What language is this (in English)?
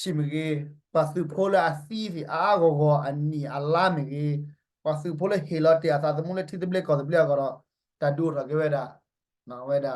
S'gaw Karen